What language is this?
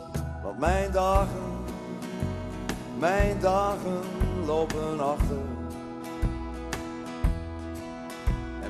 Dutch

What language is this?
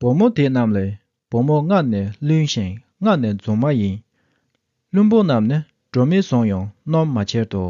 Tibetan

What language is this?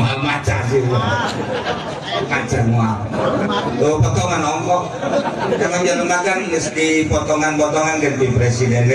Sundanese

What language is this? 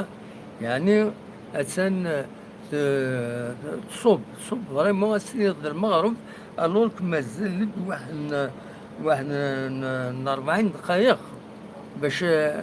Kabyle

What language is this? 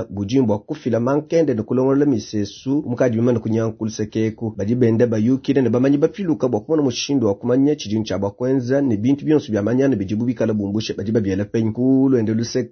Luba-Lulua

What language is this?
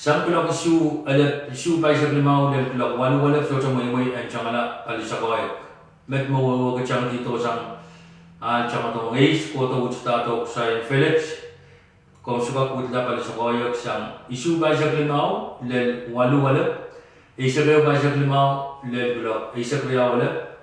Pohnpeian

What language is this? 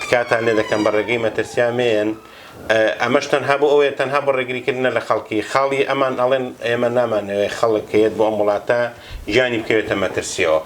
Central Kurdish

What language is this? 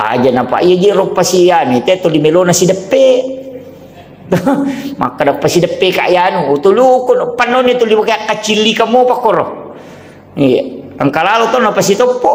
Buginese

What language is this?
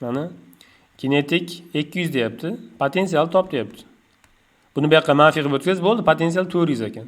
Uzbek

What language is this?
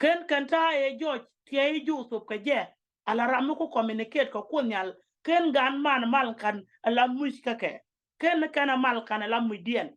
Nuer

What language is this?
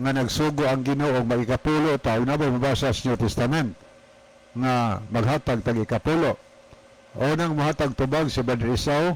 Cebuano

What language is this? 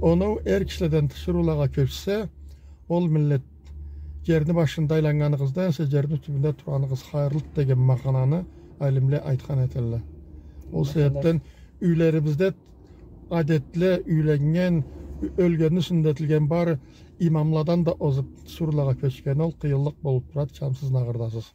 Karachay-Balkar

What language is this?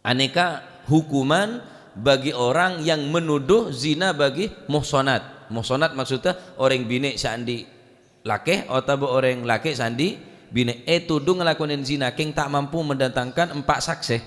Madurese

